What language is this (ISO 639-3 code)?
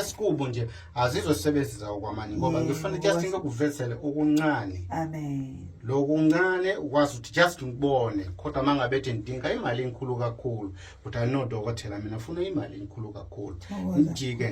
zul